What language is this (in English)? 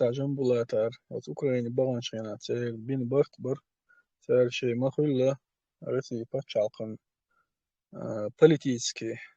Chechen